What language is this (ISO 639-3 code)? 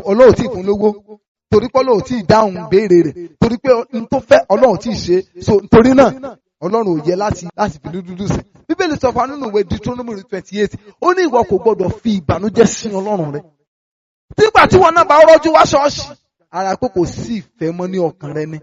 yor